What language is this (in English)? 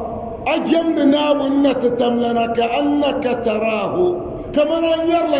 Dagbani